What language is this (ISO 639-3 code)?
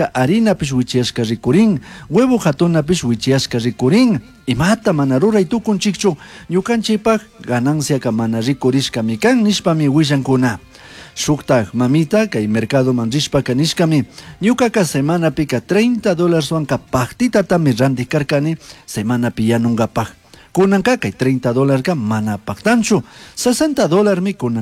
qug